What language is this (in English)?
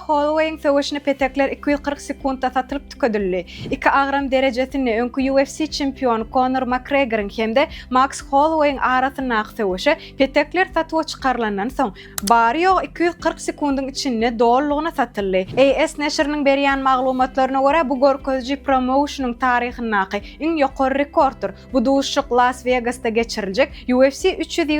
Turkmen